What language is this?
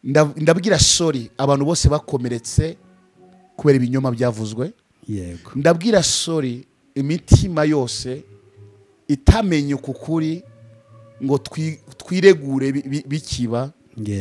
Kinyarwanda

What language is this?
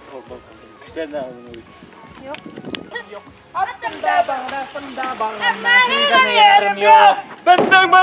Bashkir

